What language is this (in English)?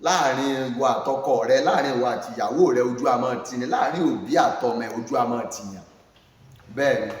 Yoruba